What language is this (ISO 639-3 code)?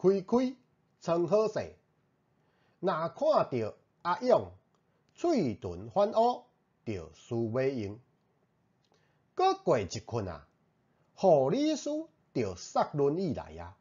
nan